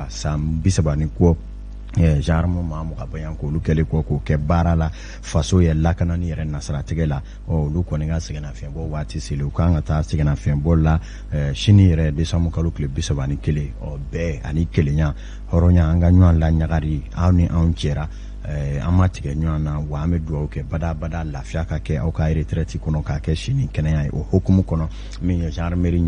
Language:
Bambara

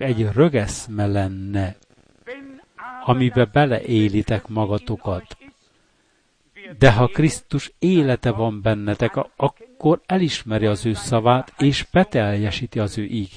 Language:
Hungarian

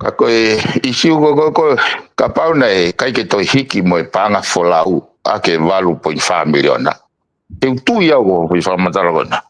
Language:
Tongan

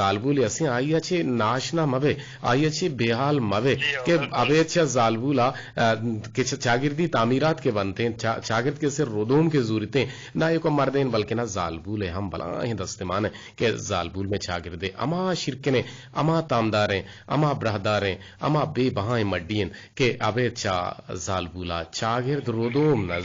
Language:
Eastern Balochi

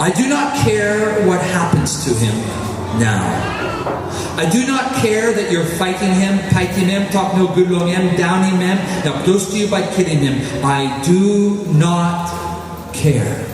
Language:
Tok Pisin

